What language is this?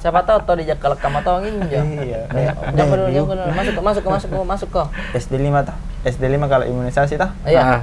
Makassar Malay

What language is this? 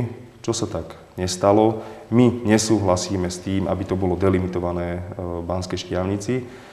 Slovak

